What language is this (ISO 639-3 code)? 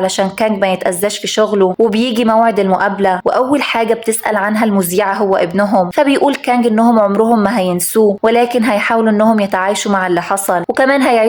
arz